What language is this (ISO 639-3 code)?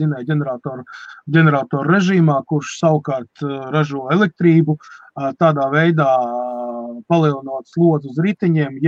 lav